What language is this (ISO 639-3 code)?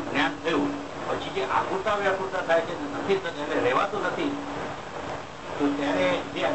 guj